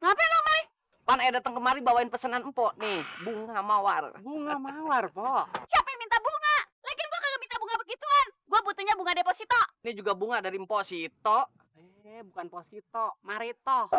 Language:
Betawi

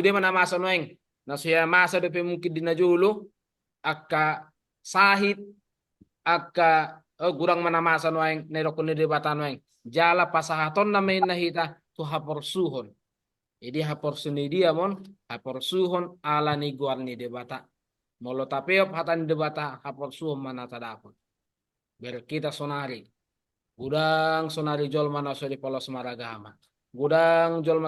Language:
Batak Toba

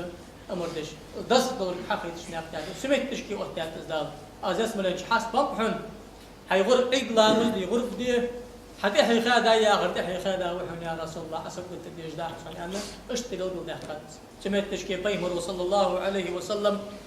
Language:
Ingush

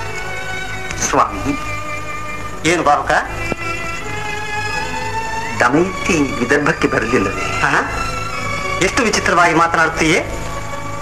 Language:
Kannada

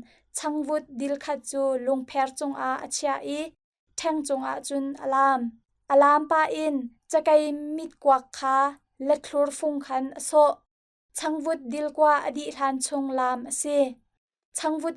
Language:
Hakha Chin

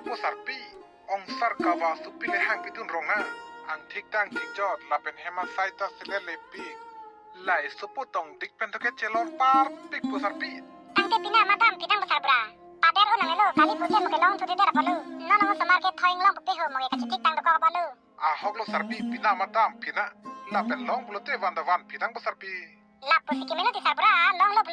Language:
Karbi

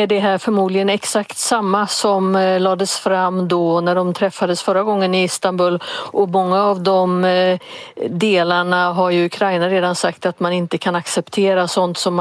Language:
Swedish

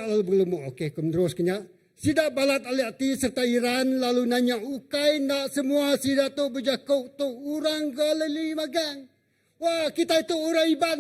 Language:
Iban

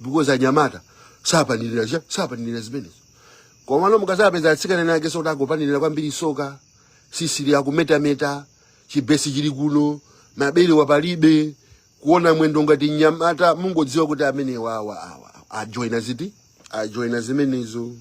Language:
Nyanja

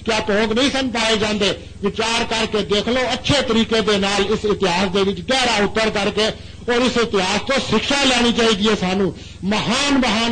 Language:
Punjabi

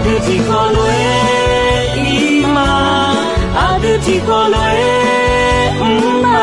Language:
Akha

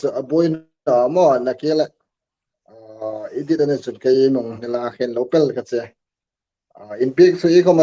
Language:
Hmar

